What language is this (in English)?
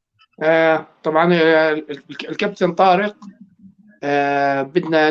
North Levantine Arabic